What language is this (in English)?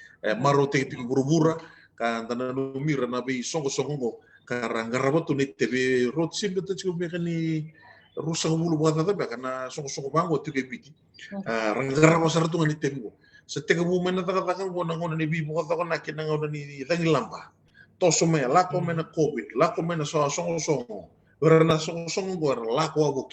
Fijian